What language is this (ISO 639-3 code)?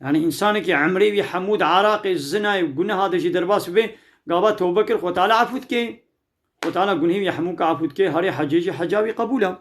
kur